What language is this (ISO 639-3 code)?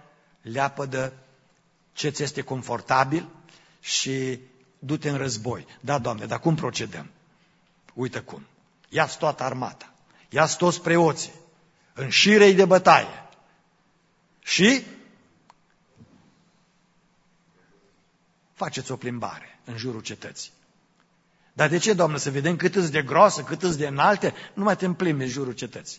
ron